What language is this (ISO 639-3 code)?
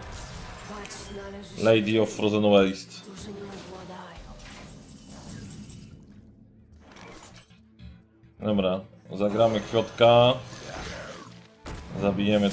pol